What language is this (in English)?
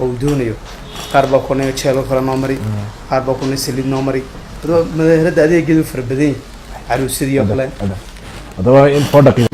Somali